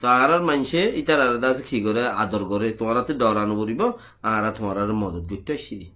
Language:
Rohingya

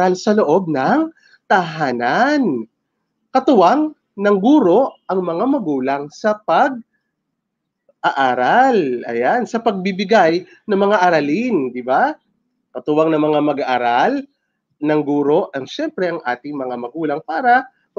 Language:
Filipino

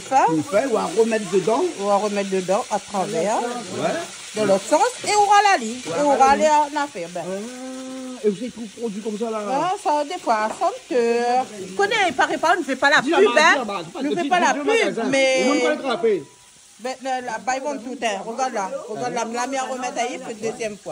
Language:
Réunion Creole French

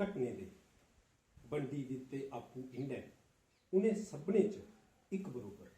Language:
Dogri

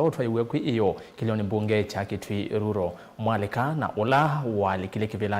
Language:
Kamba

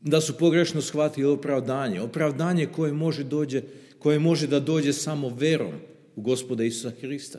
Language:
Serbian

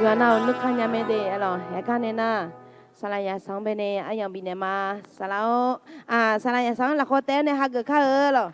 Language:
Akha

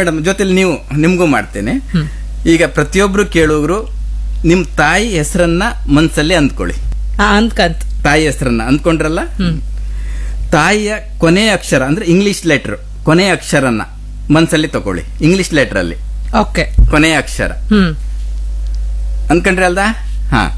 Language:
Kannada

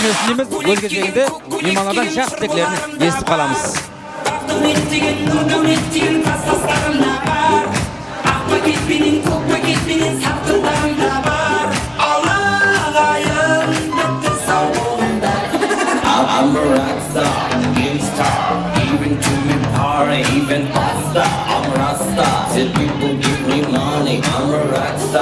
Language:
Kara-Kalpak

